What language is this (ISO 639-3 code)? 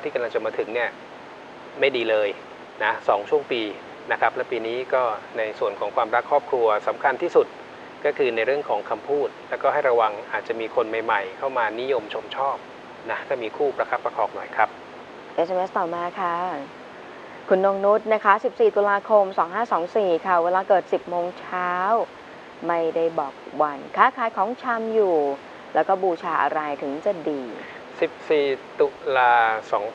tha